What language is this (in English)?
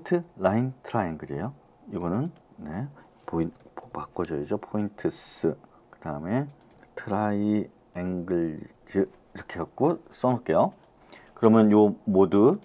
Korean